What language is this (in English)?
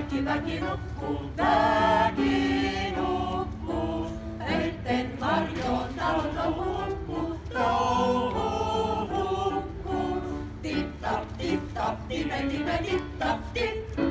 Finnish